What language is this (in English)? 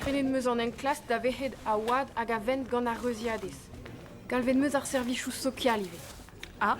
Breton